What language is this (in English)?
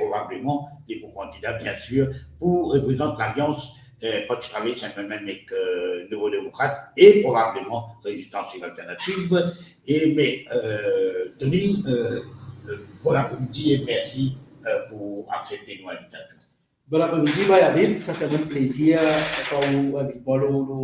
Morisyen